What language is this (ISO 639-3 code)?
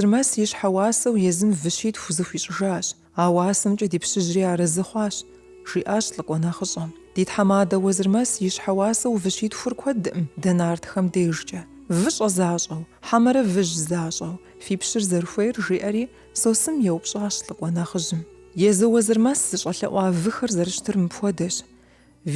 kbd